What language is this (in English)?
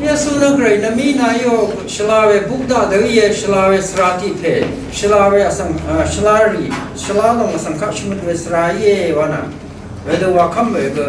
Rawang